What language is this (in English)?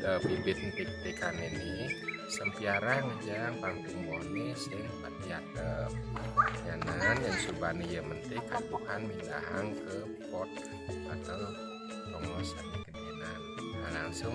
Balinese